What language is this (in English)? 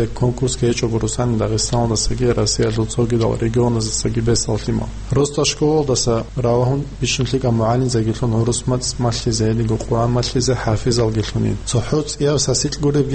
Avaric